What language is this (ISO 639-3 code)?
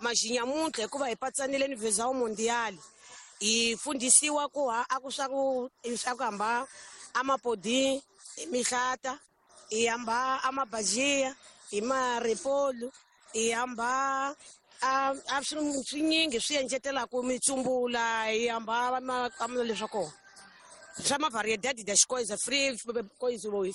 tso